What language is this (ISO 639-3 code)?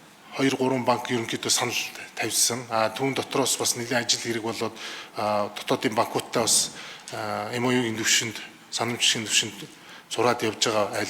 mon